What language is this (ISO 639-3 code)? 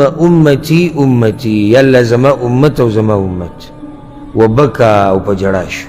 pus